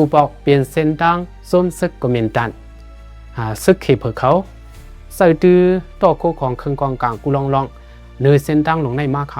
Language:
Shan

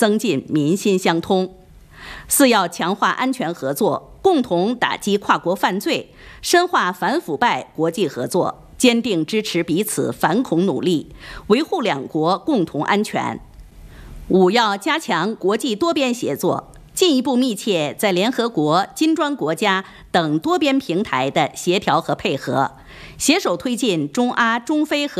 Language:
Chinese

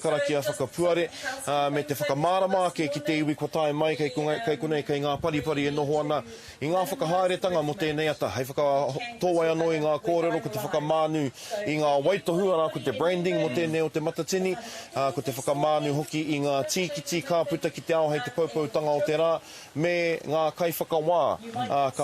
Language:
Māori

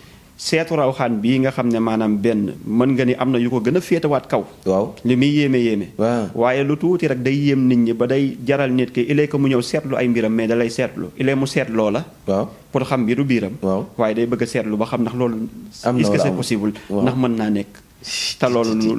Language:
Wolof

